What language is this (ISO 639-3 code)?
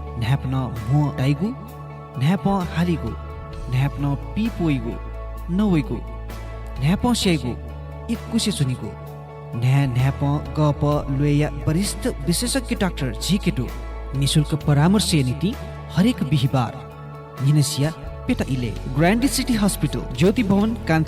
new